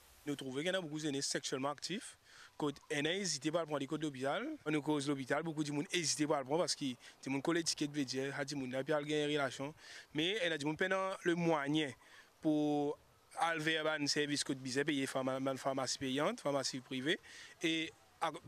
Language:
Morisyen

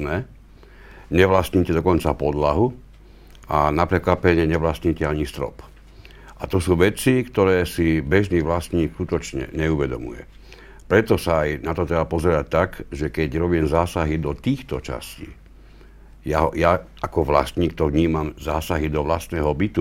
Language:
Slovak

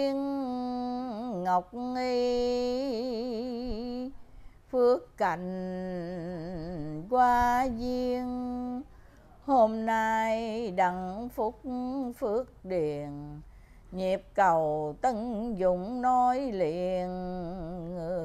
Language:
Vietnamese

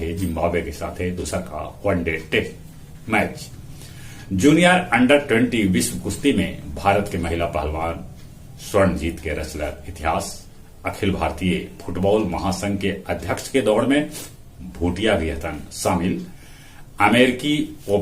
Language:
Magahi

